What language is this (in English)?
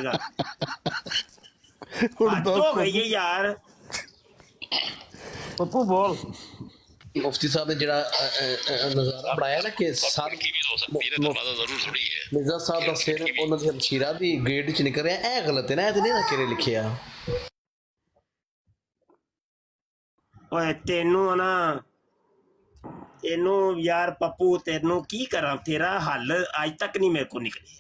Punjabi